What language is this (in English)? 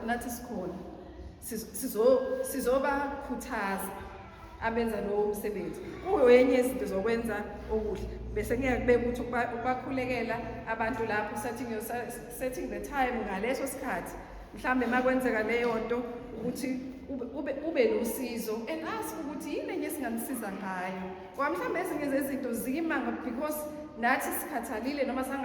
Zulu